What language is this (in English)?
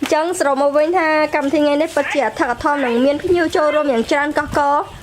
Khmer